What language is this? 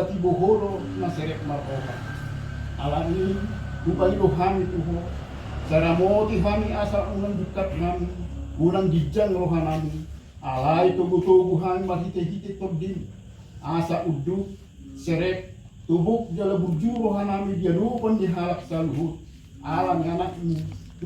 Batak Toba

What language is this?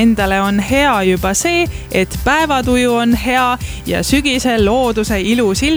Estonian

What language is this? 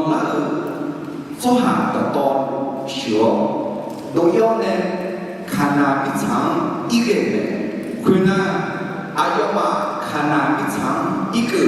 Akha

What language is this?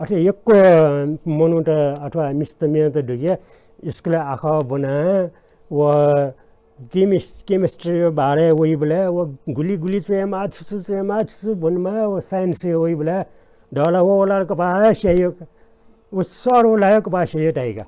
Newari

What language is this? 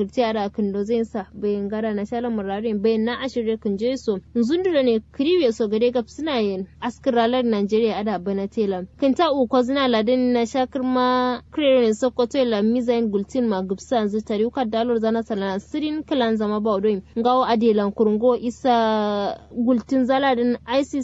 Kanuri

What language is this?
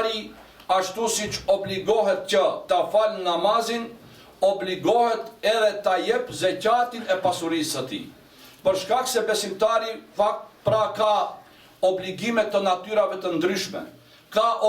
Albanian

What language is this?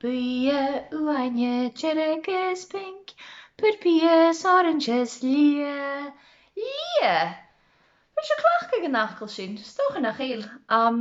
Scottish Gaelic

